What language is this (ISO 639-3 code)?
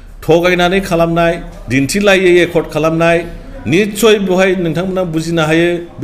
brx